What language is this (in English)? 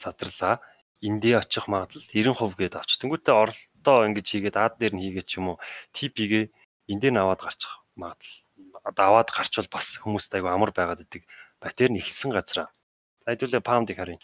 Mongolian